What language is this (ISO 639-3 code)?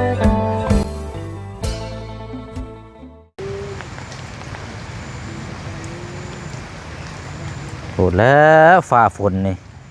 lao